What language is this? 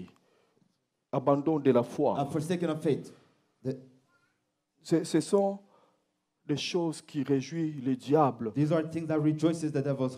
French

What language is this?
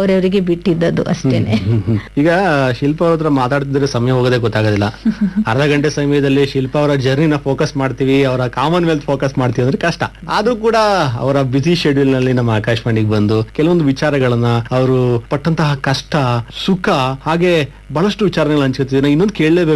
Kannada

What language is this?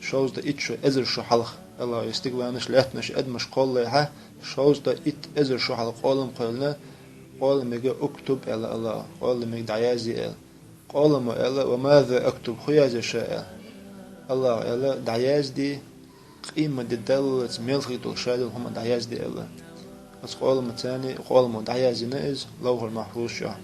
Chechen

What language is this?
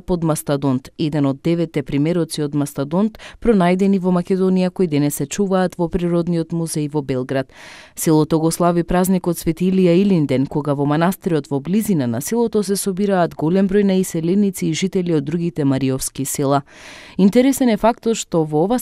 Macedonian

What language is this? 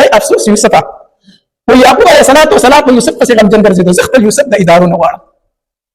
Pashto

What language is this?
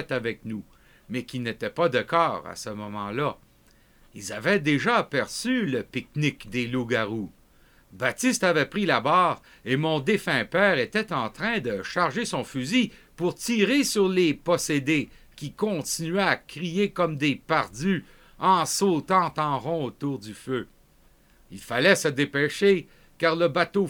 French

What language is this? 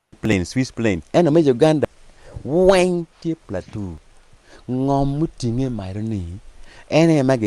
Acoli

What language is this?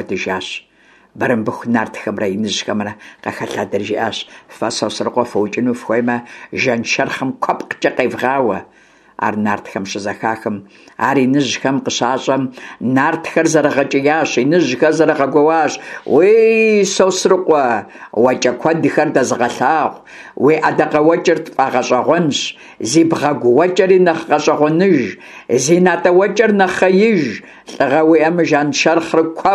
Kabardian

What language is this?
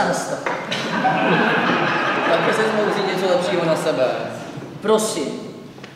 Czech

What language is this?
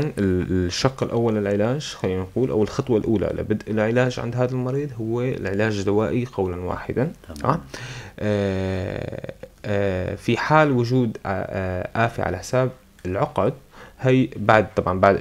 North Levantine Arabic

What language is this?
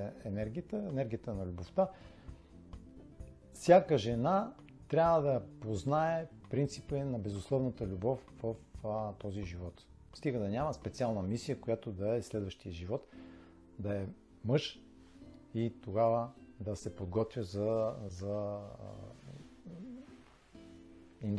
Bulgarian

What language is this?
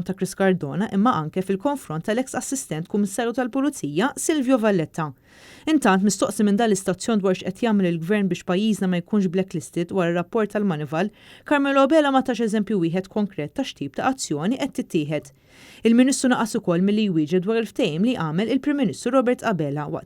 Maltese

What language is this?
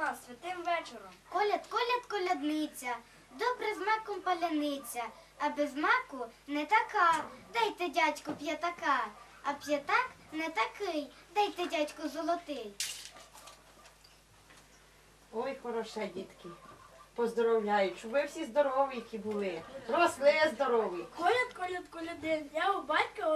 Ukrainian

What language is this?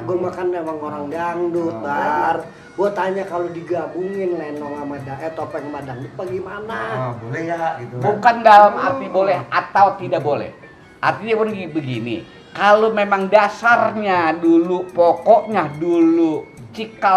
Betawi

